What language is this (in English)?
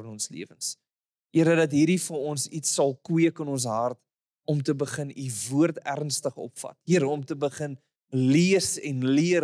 Afrikaans